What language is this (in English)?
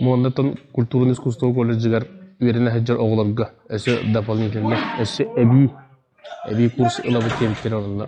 Yakut